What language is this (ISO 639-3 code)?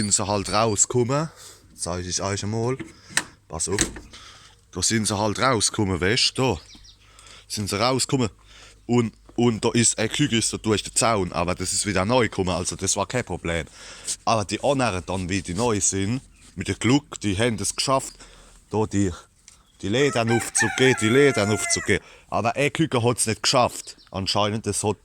pfl